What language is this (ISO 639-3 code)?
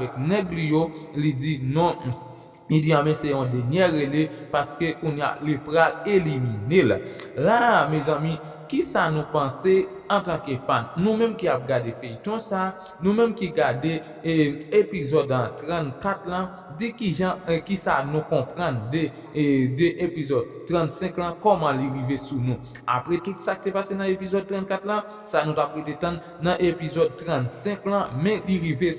hat